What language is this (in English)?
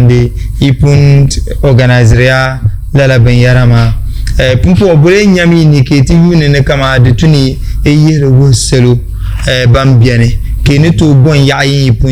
Dagbani